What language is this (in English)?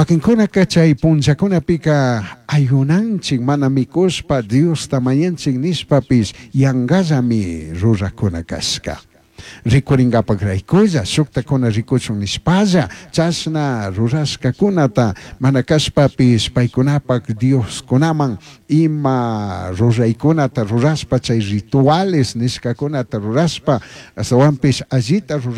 Chimborazo Highland Quichua